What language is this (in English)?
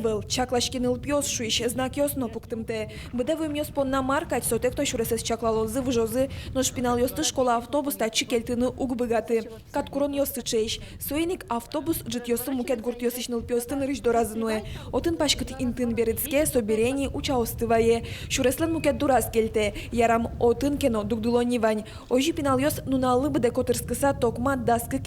Udmurt